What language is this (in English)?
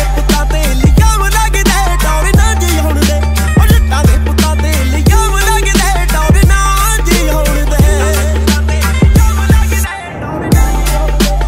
Punjabi